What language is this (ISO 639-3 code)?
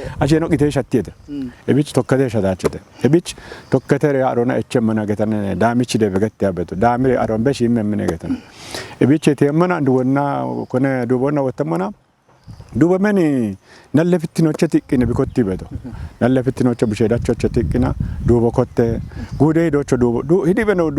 kbr